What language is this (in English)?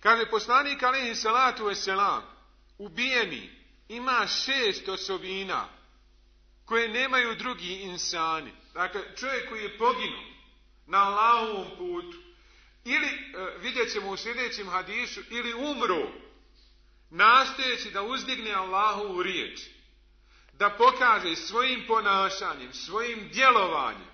Bosnian